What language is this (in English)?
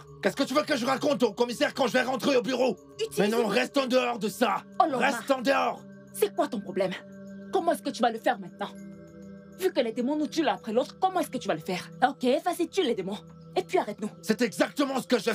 French